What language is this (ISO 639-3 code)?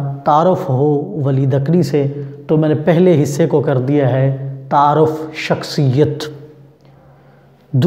urd